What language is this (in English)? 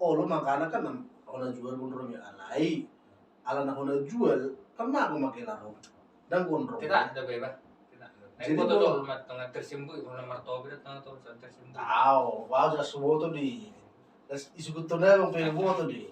Batak Toba